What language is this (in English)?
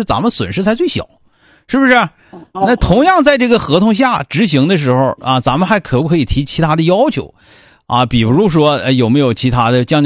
Chinese